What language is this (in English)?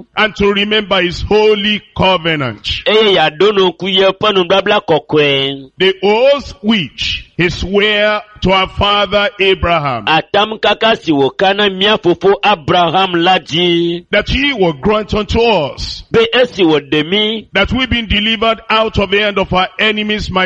Ewe